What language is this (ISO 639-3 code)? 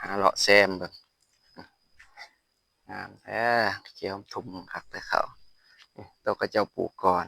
lao